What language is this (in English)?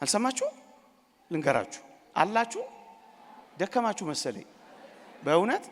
Amharic